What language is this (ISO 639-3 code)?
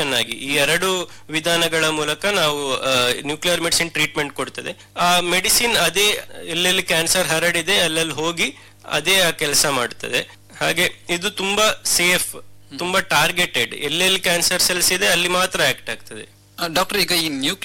kan